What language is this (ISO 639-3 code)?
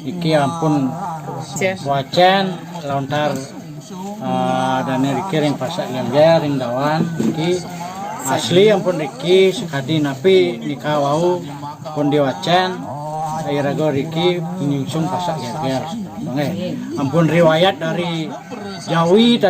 ban